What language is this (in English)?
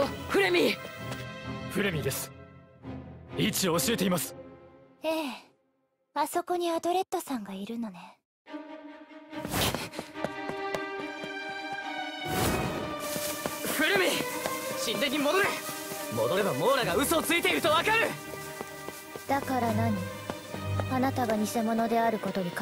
Japanese